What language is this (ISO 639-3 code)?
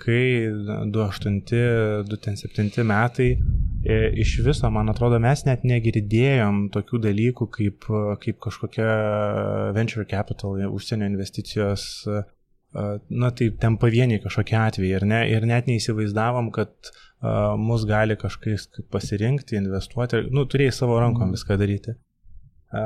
lit